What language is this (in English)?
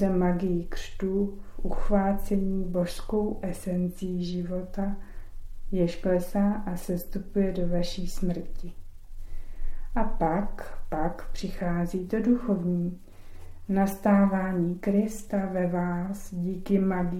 Czech